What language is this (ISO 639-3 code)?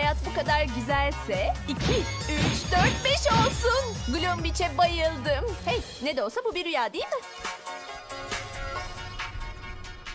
tur